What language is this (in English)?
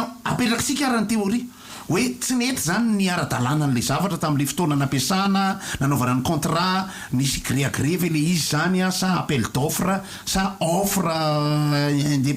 Malagasy